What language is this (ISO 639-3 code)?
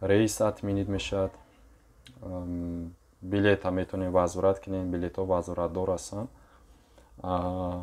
tgk